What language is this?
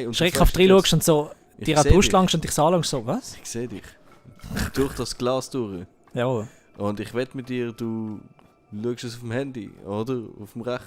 Swiss German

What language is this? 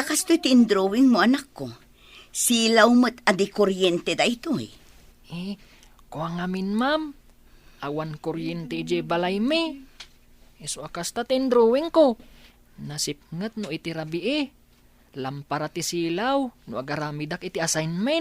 Iloko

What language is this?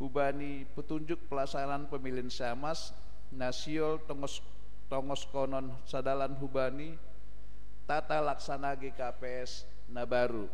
Batak Simalungun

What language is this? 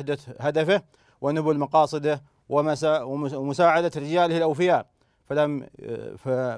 Arabic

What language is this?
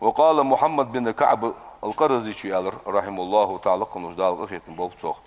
Ingush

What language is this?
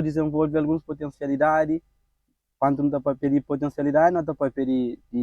Kabuverdianu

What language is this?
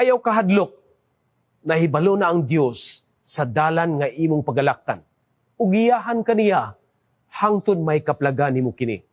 Cebuano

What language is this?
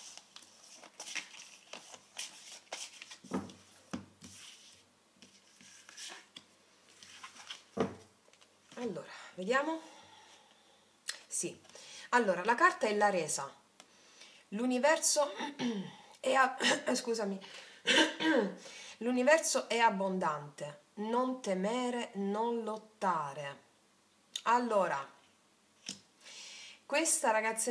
Italian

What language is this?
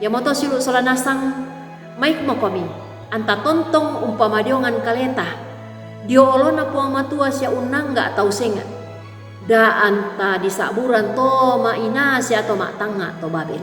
Toraja-Sa'dan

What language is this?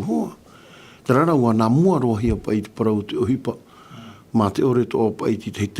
Tahitian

